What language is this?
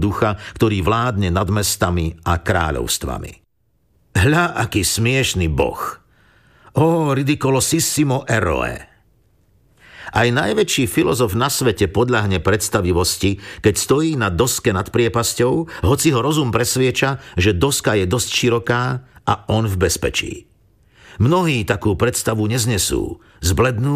Slovak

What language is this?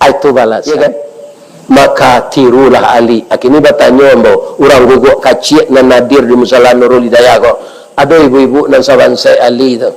Minangkabau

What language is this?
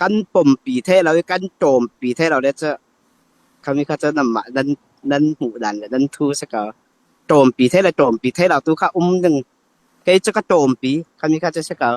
Falam Chin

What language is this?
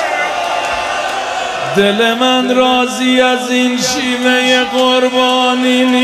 Persian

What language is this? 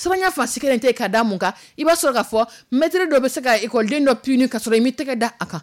Dyula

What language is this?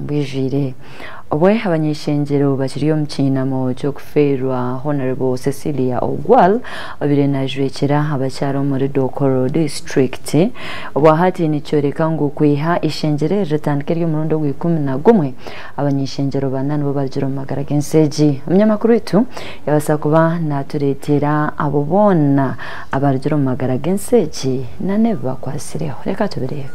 Nyankole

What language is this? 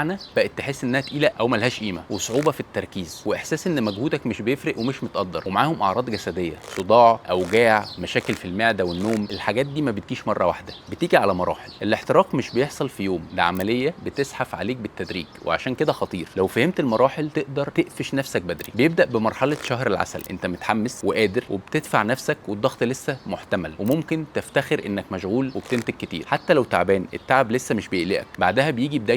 Egyptian Arabic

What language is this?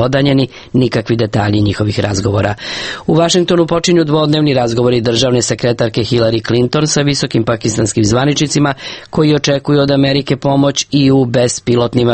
Serbian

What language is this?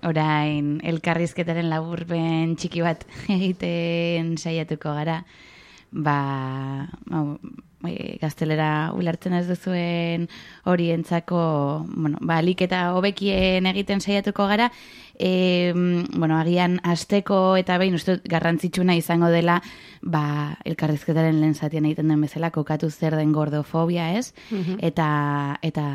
Basque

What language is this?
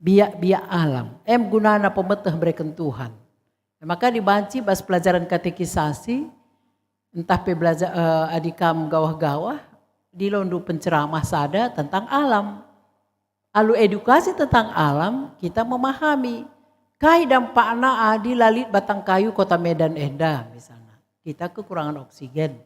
Batak Karo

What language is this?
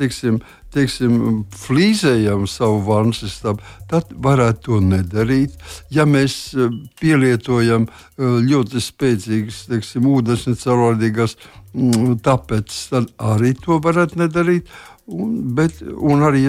Latvian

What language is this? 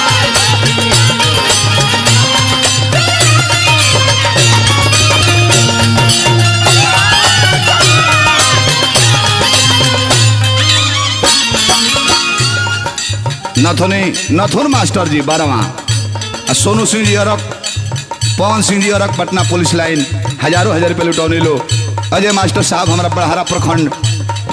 Bhojpuri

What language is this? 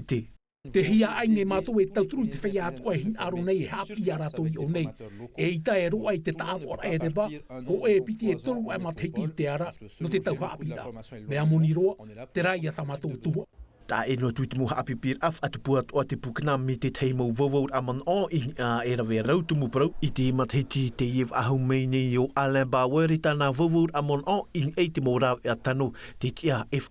Tahitian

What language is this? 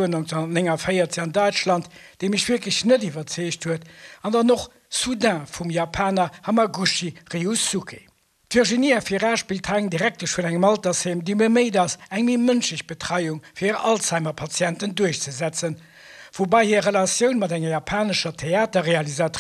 Luxembourgish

